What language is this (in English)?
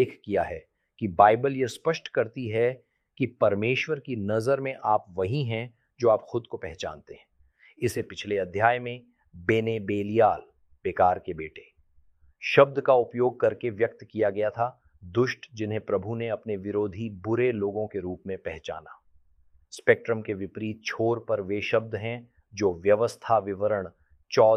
Hindi